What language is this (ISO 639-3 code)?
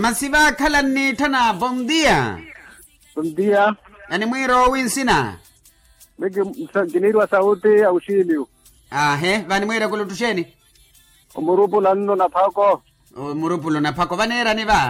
vmw